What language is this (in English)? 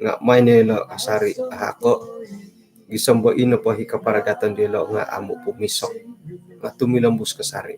Central Dusun